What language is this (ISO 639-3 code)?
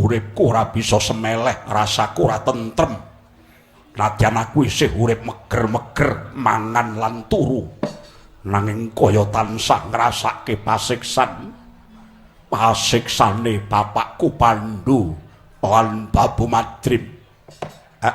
jav